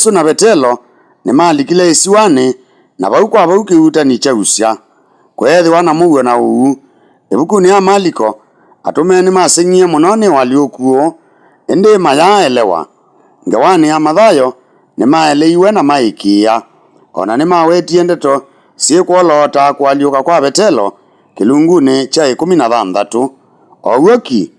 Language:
Kamba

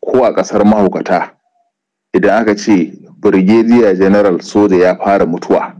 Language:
Hausa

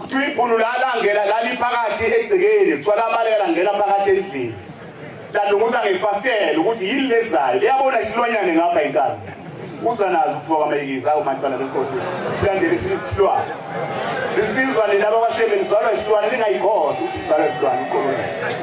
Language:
Zulu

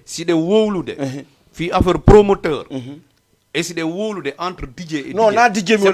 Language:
Fula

